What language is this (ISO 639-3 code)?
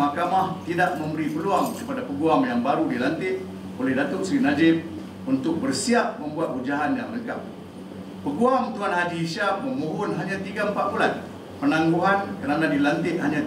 msa